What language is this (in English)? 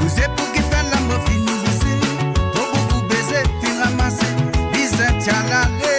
Morisyen